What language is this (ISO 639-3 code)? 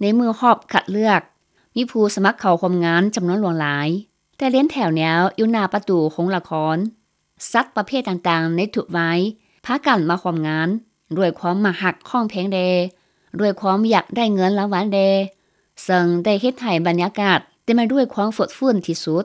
lao